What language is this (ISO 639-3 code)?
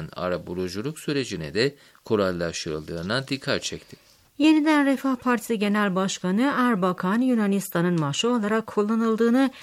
tur